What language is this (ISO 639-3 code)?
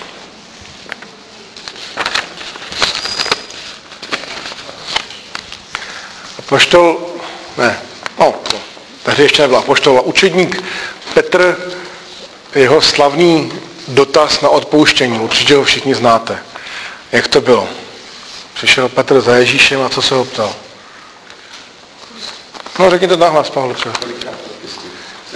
ces